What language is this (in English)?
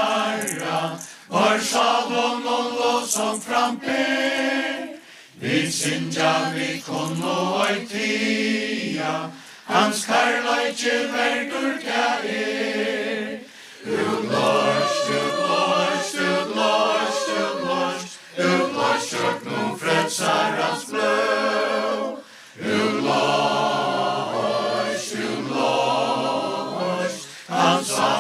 Faroese